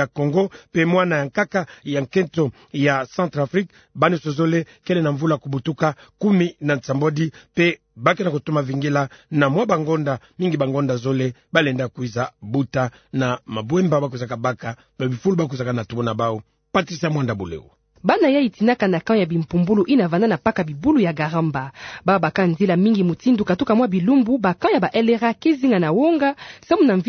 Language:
Kituba (Democratic Republic of Congo)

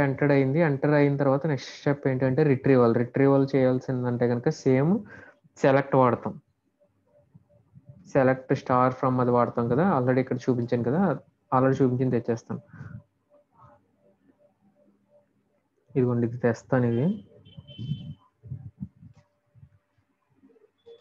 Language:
Telugu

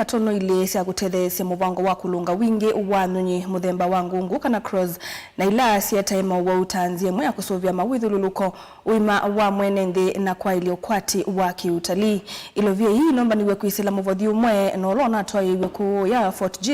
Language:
Kamba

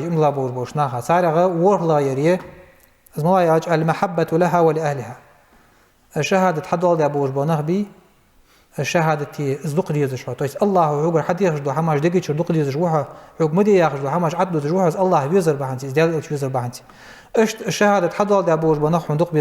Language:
Ingush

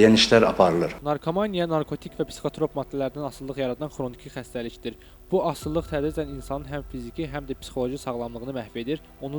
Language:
Azerbaijani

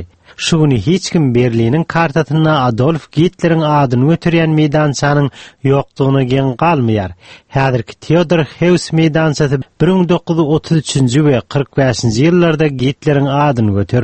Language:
Turkmen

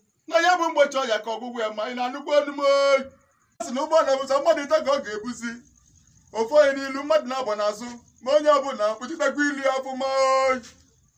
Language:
Igbo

